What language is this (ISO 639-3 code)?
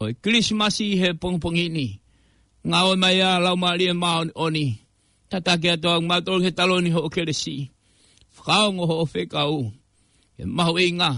ton